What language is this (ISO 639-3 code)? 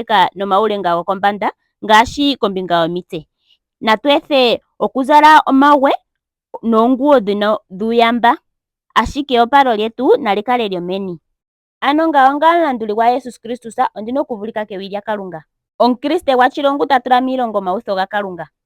ndo